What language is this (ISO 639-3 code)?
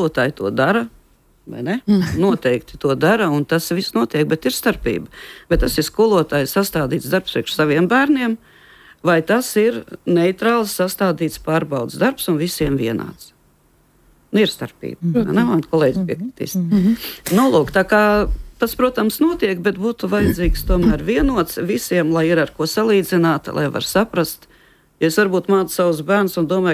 lav